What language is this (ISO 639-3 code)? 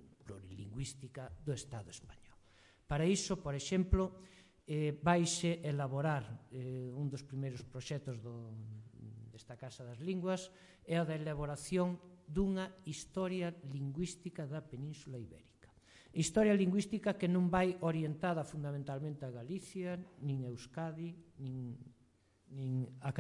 glg